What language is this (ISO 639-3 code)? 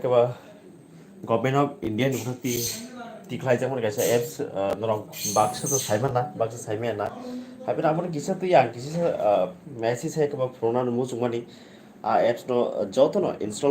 trp